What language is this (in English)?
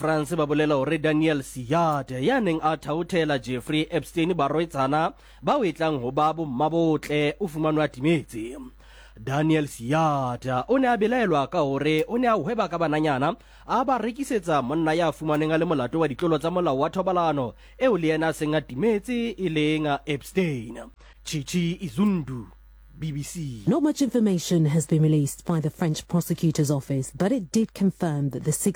Southern Sotho